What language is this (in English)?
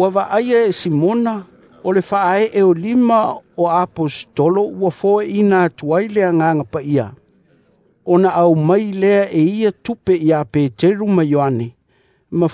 Samoan